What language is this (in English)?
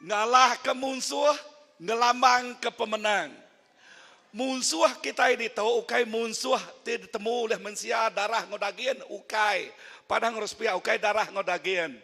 Iban